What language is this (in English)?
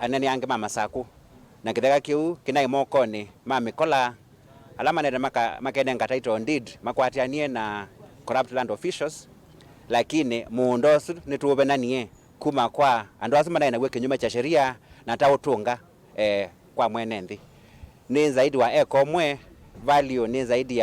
Kamba